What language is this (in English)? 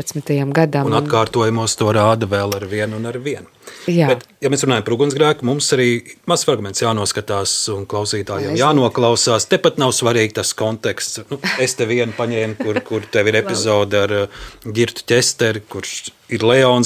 Latvian